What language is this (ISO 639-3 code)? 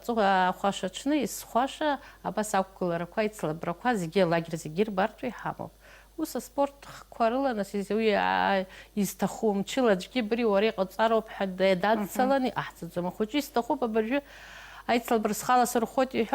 abk